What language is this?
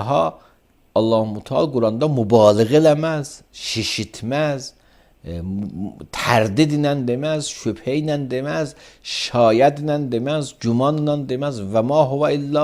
Azerbaijani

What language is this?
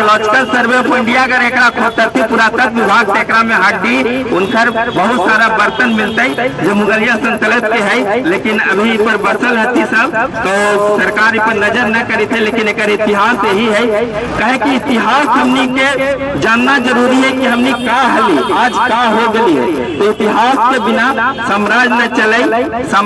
Magahi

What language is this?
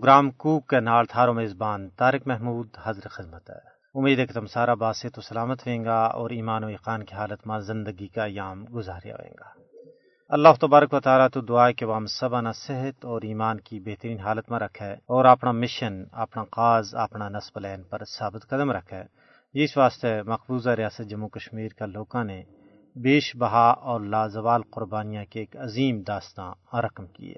Gujari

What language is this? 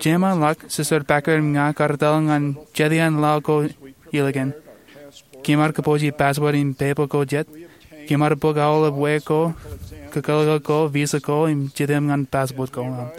Marshallese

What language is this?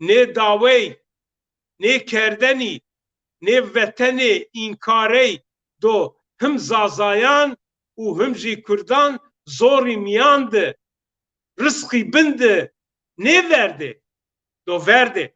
Zaza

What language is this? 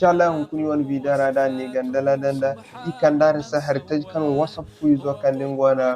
Zarma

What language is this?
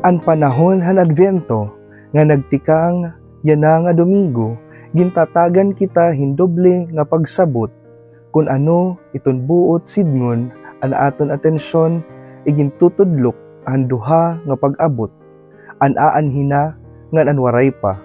Waray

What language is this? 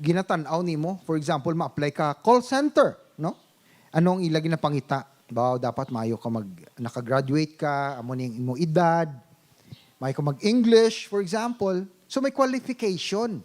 Hiligaynon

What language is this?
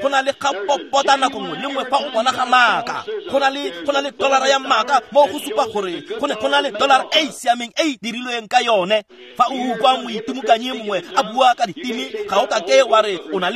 Tswana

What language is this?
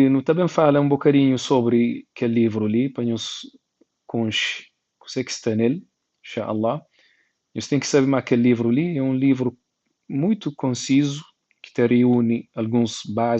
Kabuverdianu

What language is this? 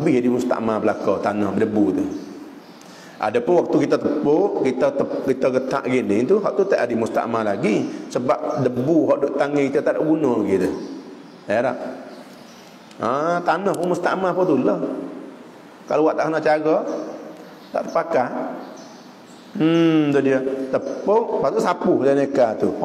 Malay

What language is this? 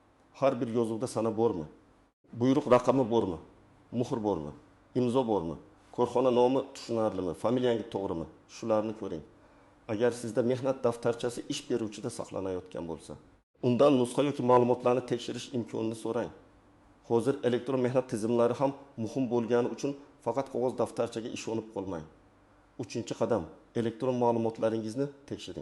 Uzbek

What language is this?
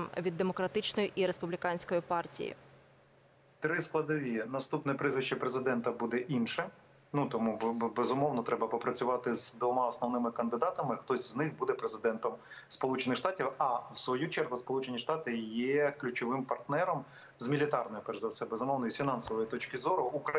Ukrainian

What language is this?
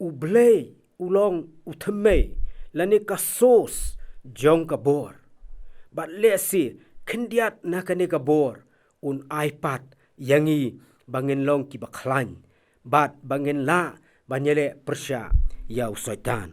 Khasi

